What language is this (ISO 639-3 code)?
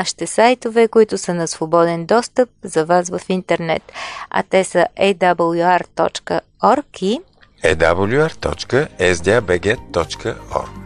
bul